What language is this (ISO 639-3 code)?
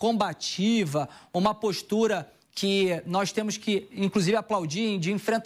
por